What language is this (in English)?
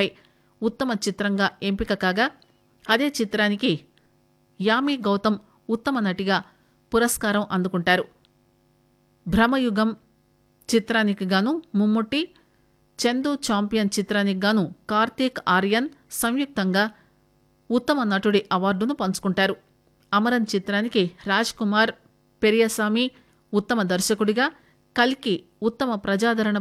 Telugu